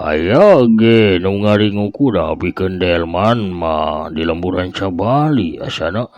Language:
Sundanese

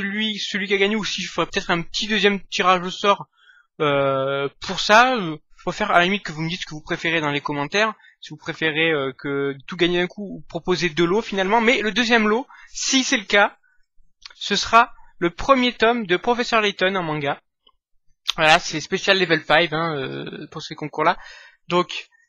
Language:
French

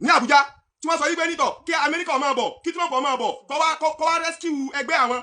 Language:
Yoruba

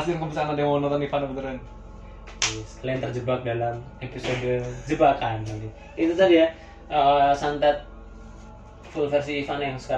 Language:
Indonesian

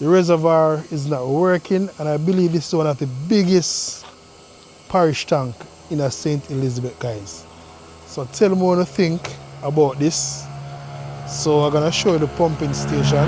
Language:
Jamaican Creole English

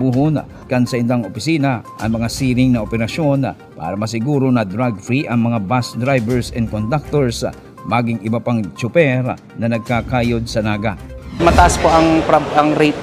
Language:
Bikol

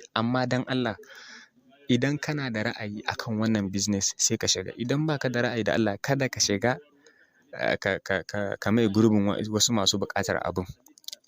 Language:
Hausa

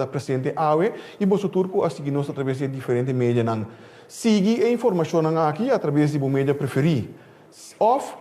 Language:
Papiamento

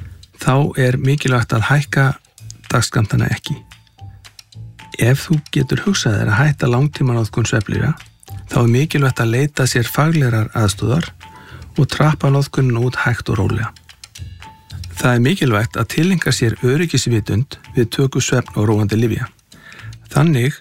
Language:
Icelandic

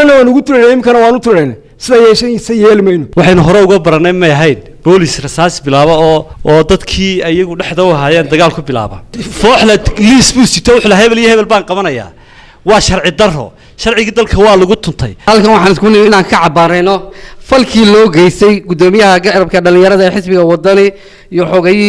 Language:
Somali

